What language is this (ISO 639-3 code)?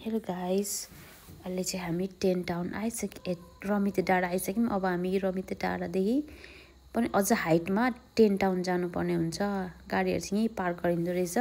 nep